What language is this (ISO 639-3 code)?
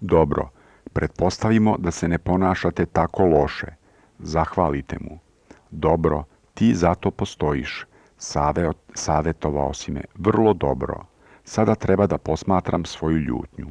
srp